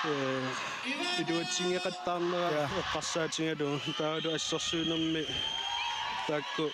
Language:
Kalaallisut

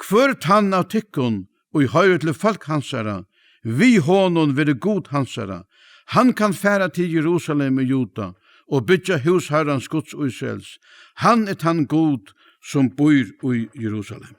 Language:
Faroese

